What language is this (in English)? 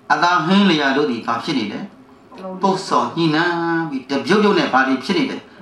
Burmese